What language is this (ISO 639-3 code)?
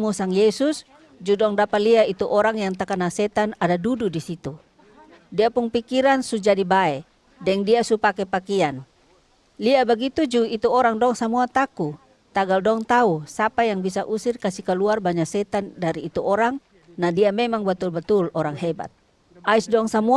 mkn